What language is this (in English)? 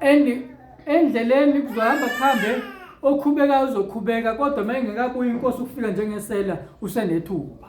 Zulu